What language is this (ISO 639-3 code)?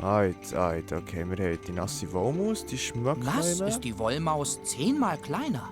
gsw